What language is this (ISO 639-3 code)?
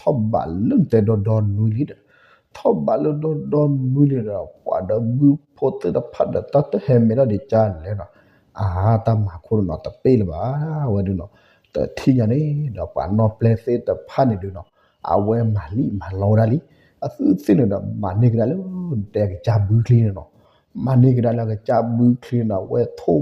ksw